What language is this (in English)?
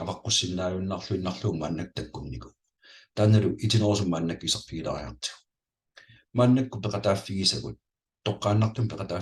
Kalaallisut